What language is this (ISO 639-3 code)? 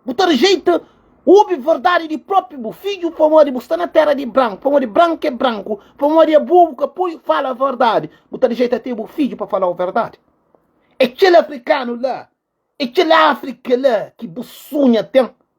kea